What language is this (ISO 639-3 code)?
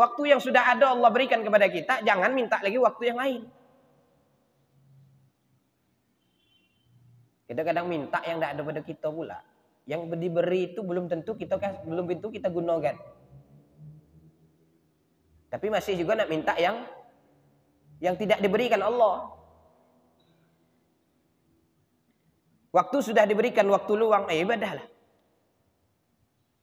msa